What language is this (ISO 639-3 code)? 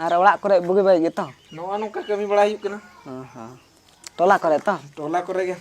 sat